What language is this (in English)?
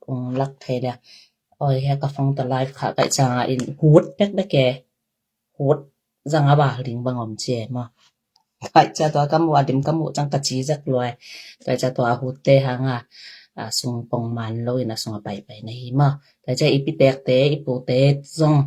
Tedim Chin